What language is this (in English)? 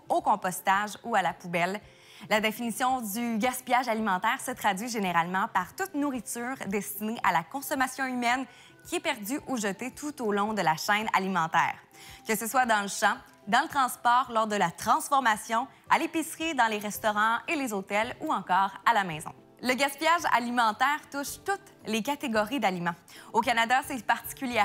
French